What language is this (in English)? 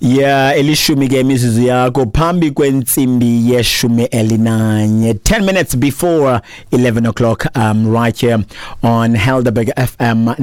Xhosa